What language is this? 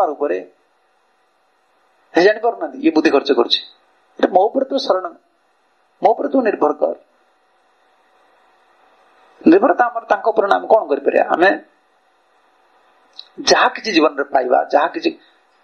Odia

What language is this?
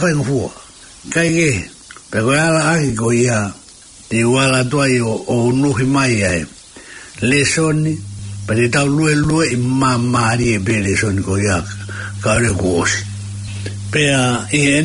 Tongan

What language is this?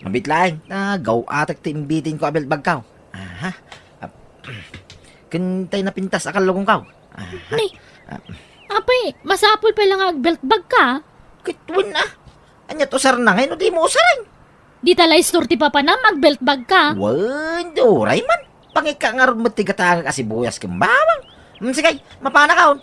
Iloko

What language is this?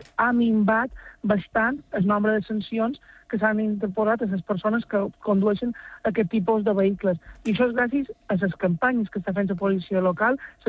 Catalan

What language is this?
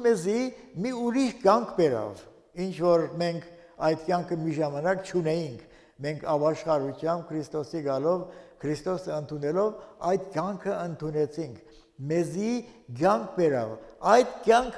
Armenian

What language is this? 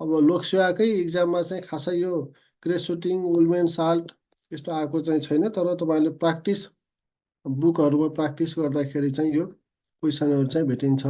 Nepali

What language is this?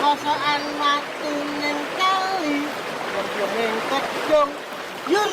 Javanese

